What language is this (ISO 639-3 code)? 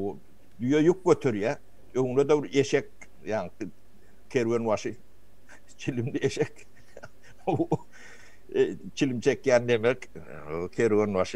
tuk